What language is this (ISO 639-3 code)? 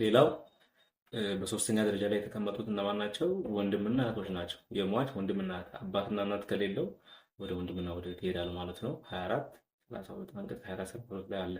amh